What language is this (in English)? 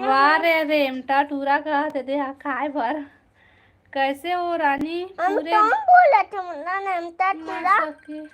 Chhattisgarhi